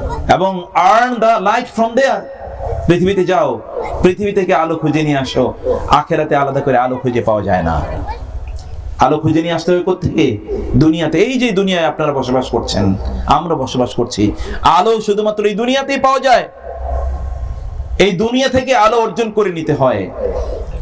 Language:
Bangla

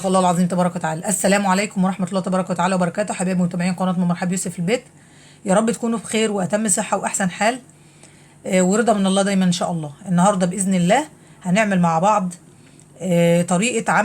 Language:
Egyptian Arabic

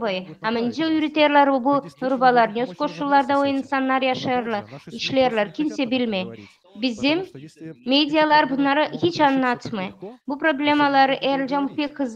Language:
Gagauz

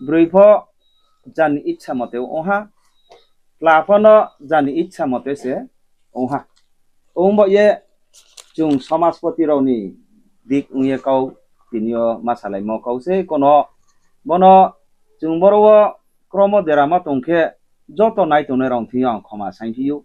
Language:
Riang (India)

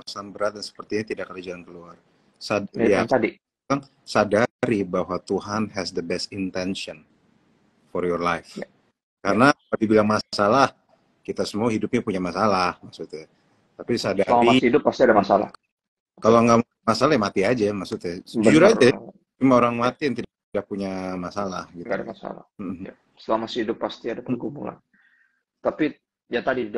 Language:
Indonesian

